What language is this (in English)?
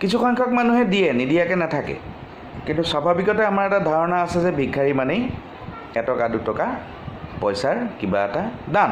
Assamese